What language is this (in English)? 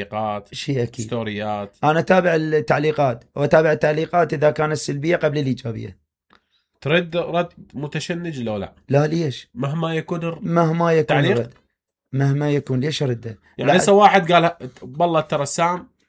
Mesopotamian Arabic